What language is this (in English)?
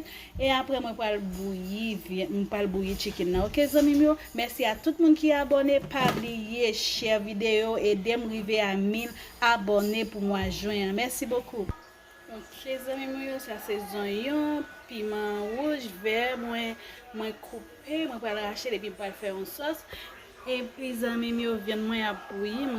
Haitian Creole